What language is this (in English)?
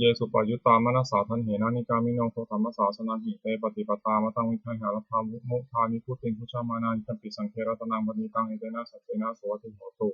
Pali